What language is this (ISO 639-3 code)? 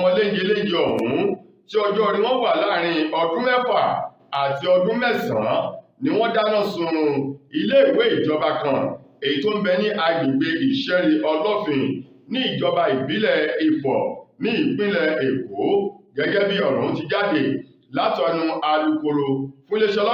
yor